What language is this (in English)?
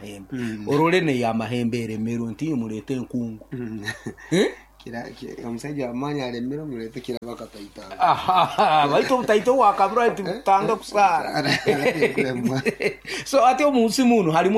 Nyoro